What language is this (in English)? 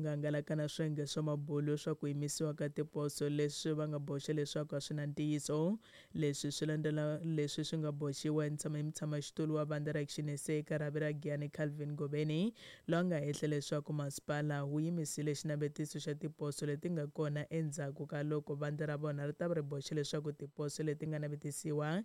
Tsonga